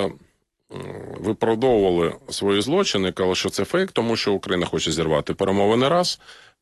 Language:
Ukrainian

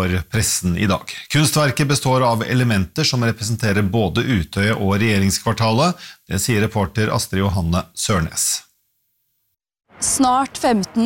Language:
Norwegian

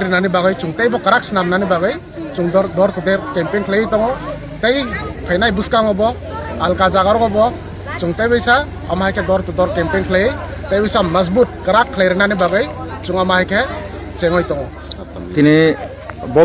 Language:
Kok Borok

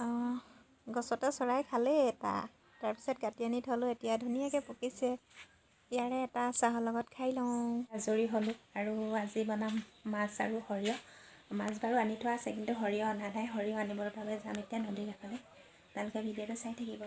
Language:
Assamese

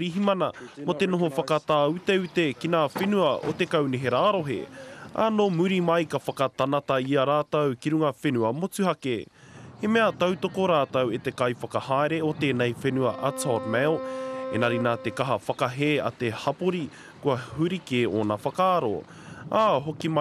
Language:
Māori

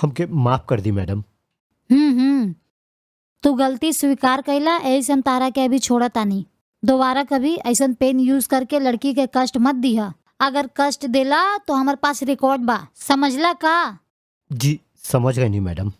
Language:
Bhojpuri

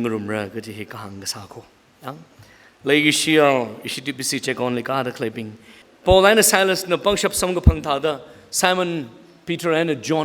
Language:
Tangkhul Naga (India)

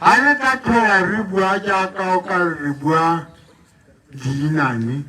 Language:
Tswana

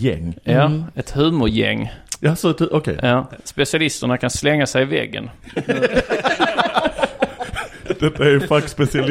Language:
Swedish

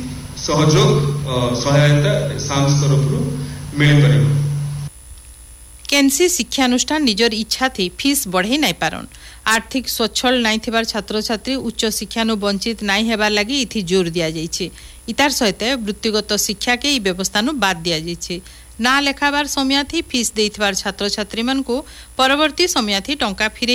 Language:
Odia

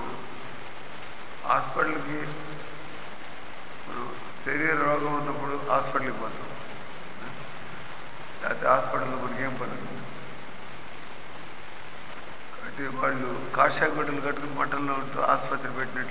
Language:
Telugu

